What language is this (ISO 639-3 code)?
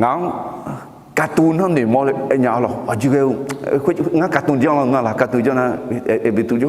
ahk